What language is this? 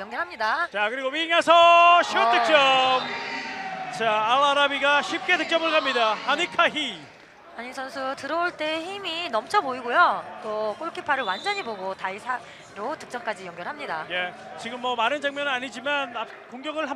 Korean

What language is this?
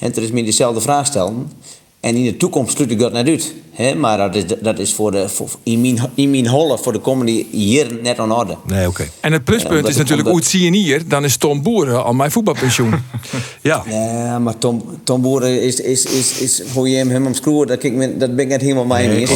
Western Frisian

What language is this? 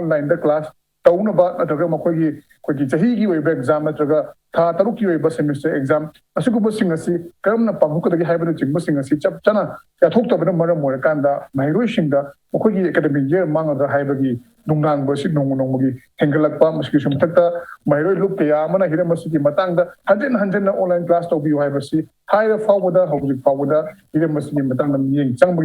Manipuri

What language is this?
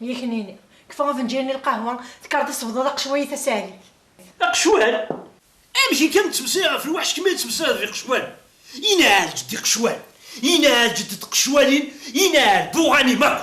Kabyle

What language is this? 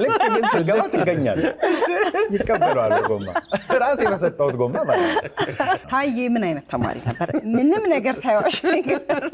Amharic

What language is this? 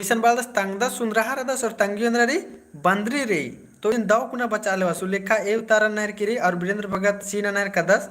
Kurukh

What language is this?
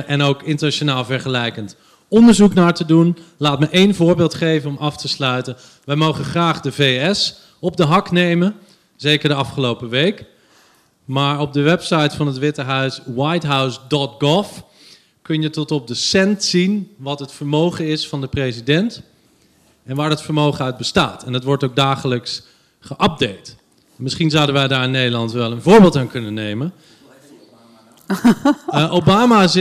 Dutch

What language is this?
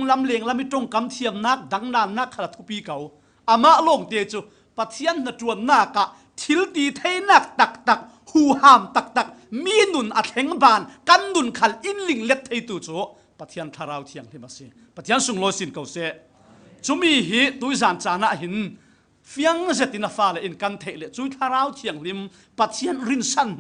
Falam Chin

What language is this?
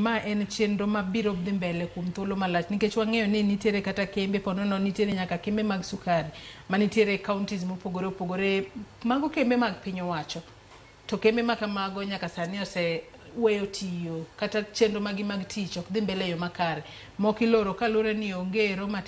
Luo (Kenya and Tanzania)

